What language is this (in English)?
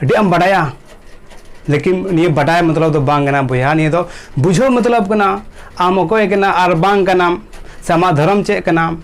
Santali